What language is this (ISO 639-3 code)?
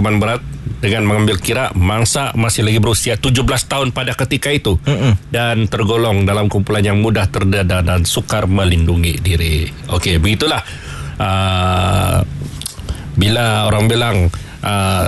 msa